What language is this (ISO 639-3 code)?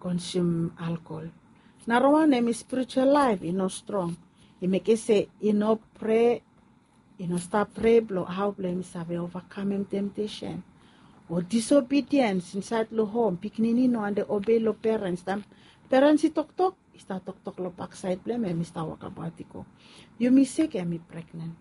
bis